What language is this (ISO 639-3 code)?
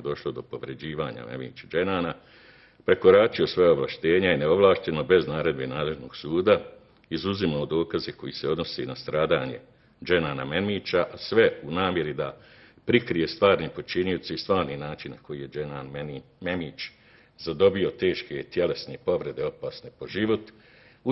bos